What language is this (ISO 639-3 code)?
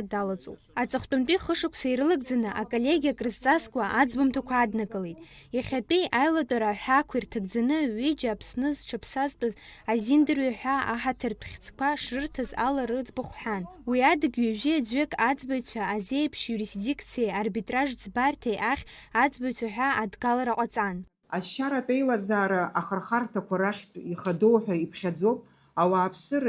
abk